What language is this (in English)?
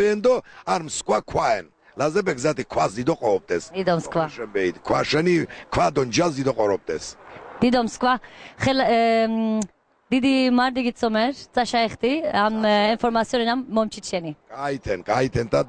Laz